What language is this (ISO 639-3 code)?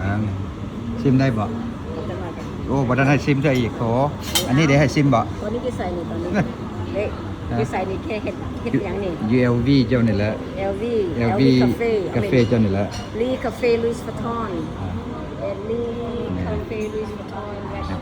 lao